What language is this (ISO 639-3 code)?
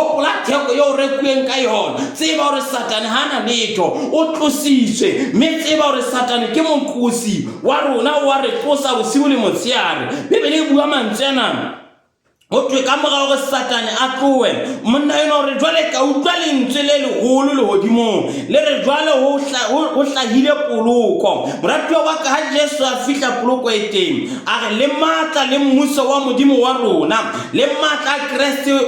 sot